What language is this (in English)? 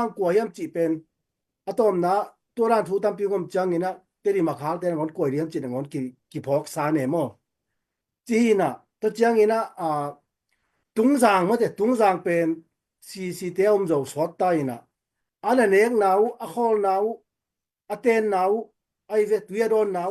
Tedim Chin